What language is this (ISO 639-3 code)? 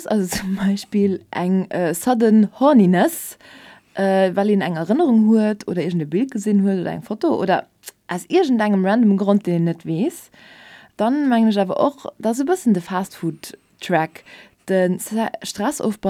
ltz